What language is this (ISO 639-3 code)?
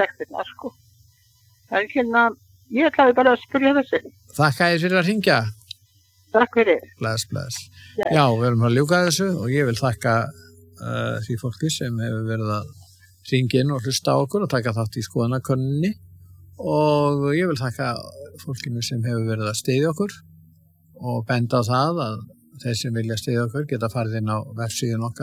isl